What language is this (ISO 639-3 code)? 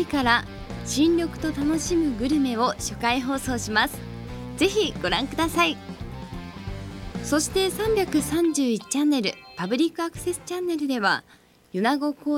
jpn